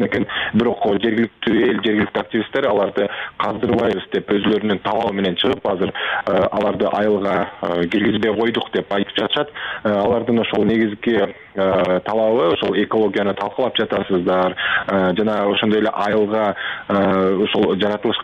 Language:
Kyrgyz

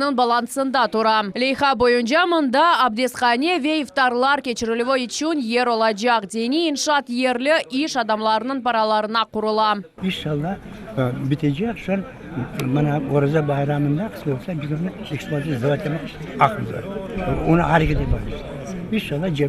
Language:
Crimean Tatar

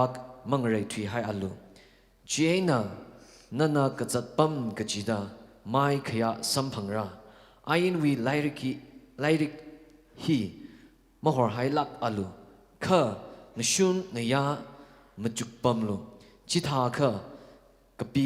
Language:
Tangkhul Naga (India)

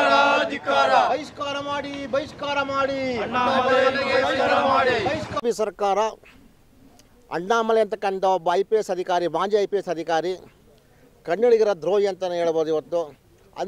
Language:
Kannada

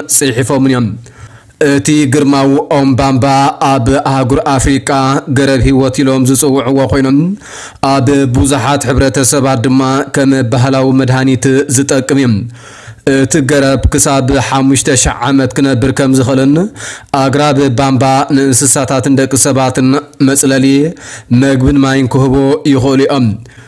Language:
Tigrinya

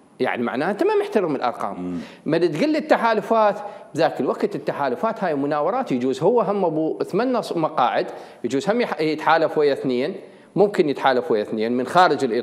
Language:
Mesopotamian Arabic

